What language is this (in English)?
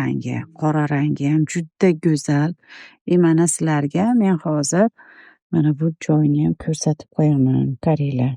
Uzbek